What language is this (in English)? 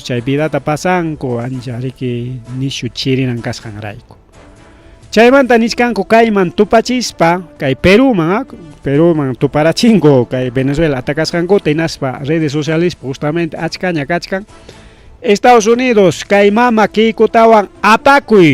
Ayacucho Quechua